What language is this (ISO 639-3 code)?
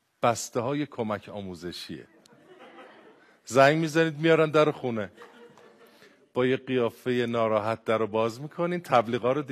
fas